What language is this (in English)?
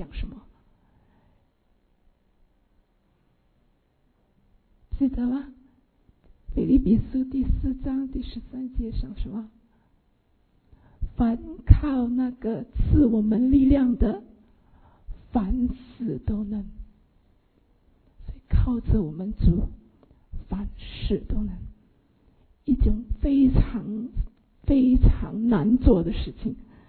Chinese